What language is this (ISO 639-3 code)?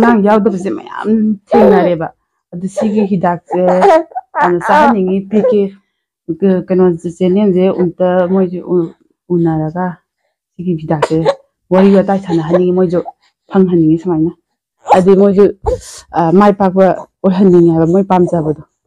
mni